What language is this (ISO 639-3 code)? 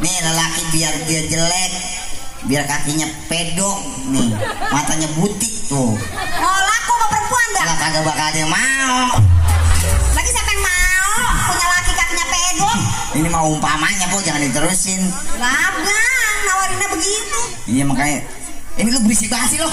bew